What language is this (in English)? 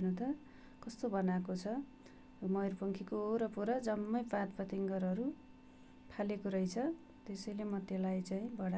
Nepali